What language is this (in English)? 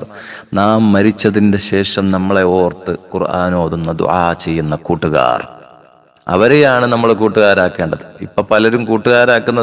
Malayalam